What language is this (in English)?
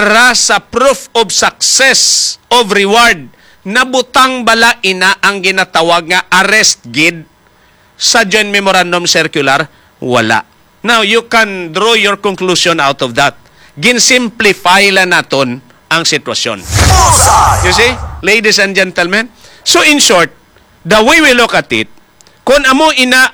Hiligaynon